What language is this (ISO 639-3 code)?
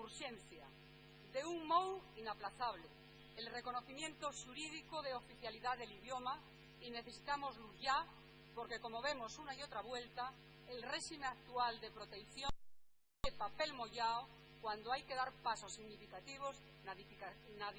ast